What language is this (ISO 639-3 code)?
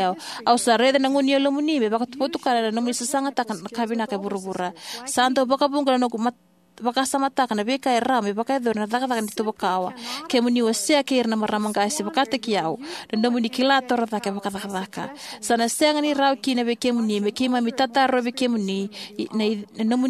fij